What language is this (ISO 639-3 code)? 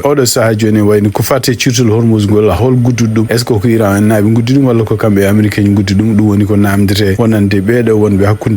ful